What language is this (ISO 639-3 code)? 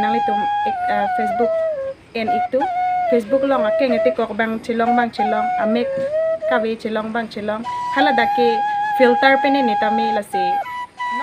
mjw